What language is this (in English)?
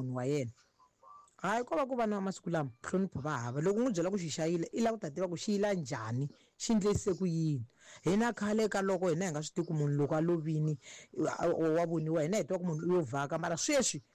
Tsonga